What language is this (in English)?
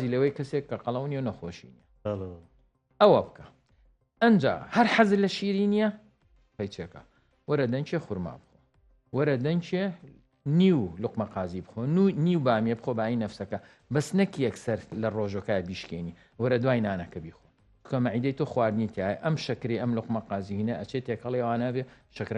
Central Kurdish